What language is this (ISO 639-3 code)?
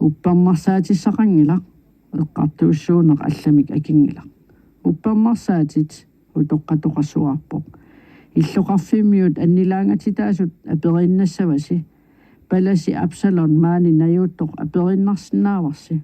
kal